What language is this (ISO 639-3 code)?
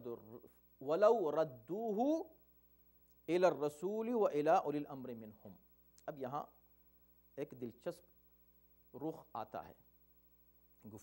urd